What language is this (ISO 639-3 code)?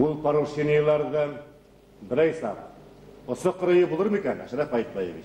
bak